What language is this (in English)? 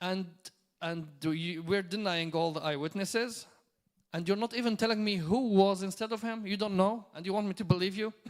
English